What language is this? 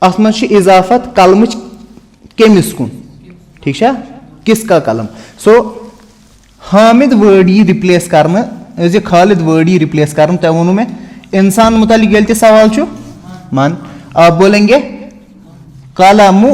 Kashmiri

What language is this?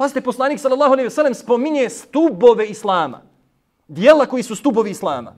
Bosnian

